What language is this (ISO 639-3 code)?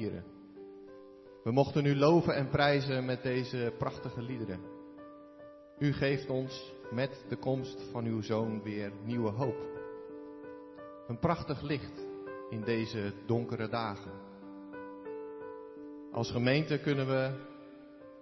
nld